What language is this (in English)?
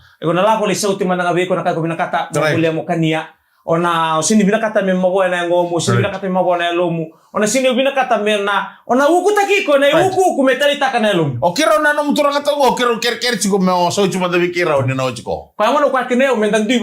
Fijian